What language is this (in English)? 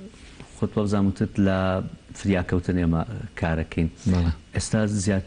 Central Kurdish